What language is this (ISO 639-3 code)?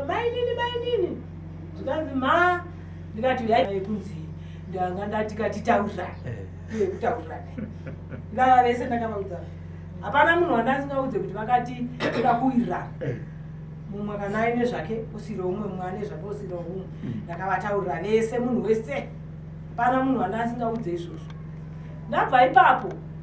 sna